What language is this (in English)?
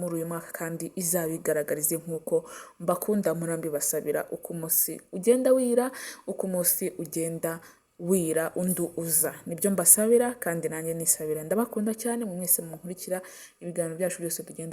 Kinyarwanda